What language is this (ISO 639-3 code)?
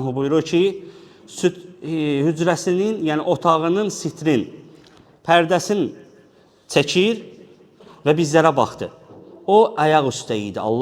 aze